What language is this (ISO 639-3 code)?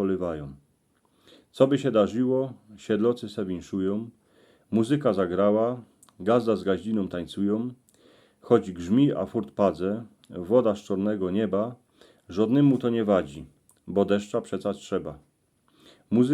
szl